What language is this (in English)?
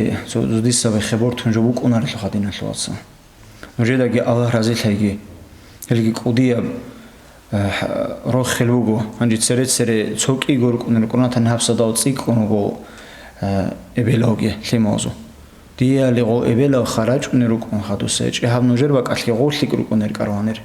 Avaric